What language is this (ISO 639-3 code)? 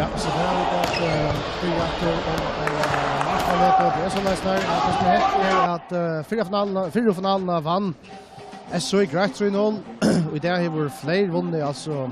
fao